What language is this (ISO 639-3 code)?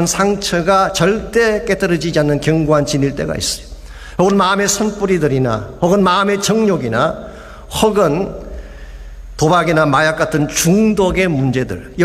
kor